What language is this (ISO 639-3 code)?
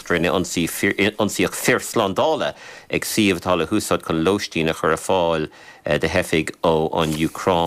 gle